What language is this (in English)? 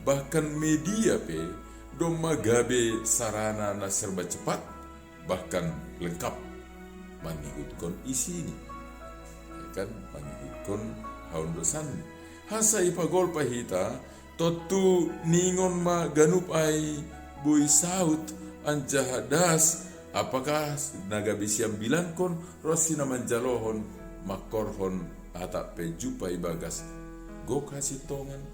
Batak Simalungun